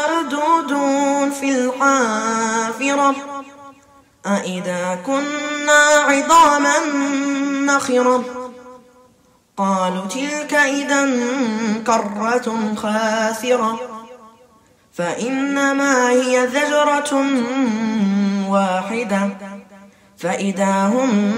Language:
Arabic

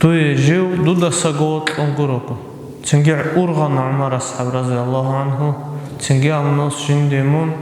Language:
Avaric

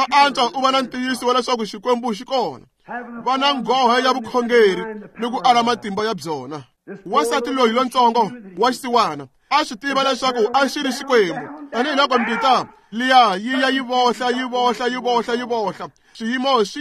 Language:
Tsonga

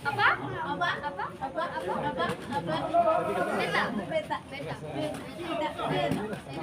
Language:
Ambonese Malay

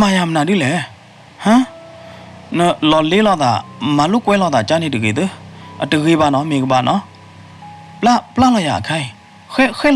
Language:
S'gaw Karen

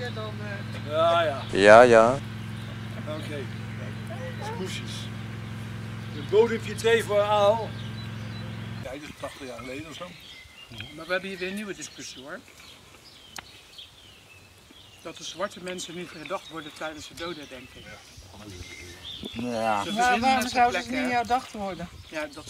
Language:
Dutch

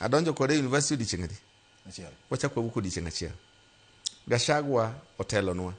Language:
Luo (Kenya and Tanzania)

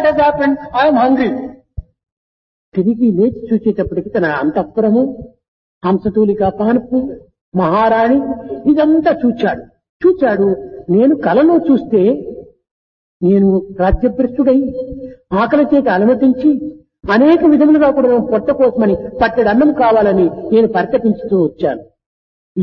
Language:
Telugu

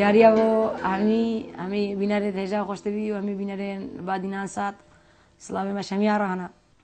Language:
Kurdish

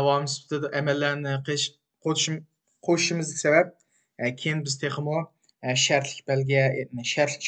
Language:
Uyghur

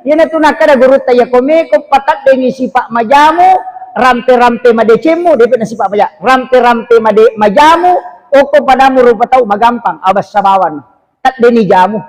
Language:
Buginese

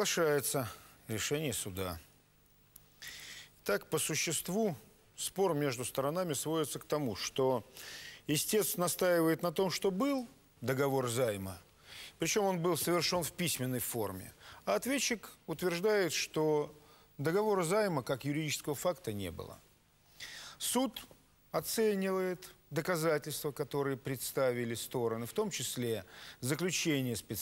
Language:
Russian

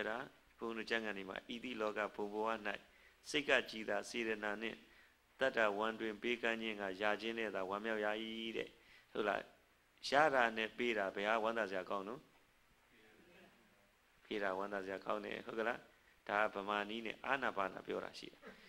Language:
Burmese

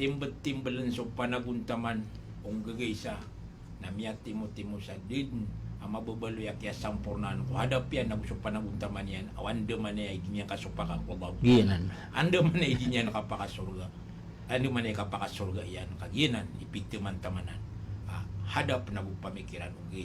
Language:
Maranao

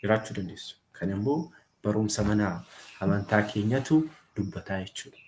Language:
Oromo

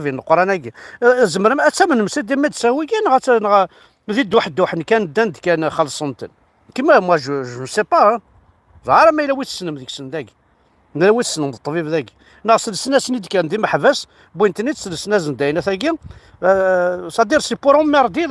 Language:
Kabyle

